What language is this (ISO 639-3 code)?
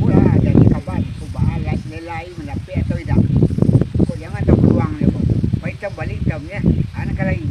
min